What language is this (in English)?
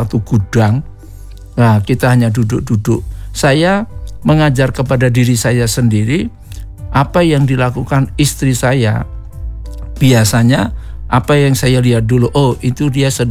Indonesian